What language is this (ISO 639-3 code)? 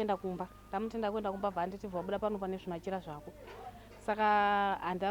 sna